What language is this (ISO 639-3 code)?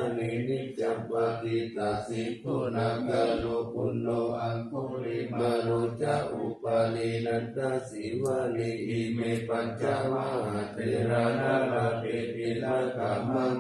pli